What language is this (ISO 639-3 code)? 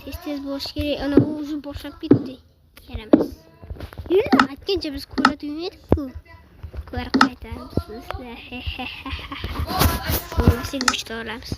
uzb